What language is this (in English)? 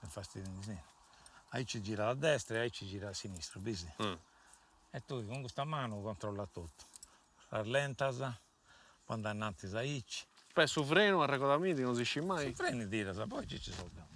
Sardinian